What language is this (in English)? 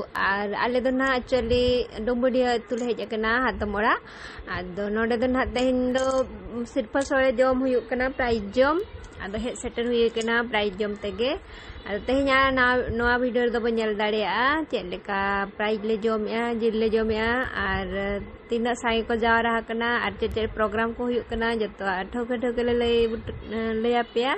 Santali